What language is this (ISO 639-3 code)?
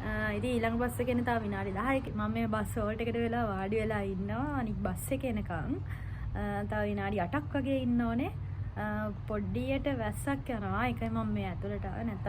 sin